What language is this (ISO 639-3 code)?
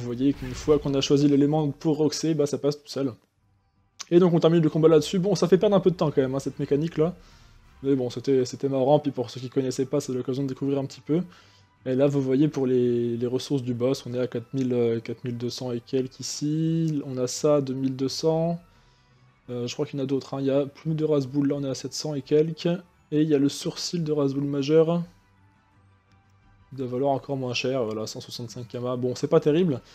fra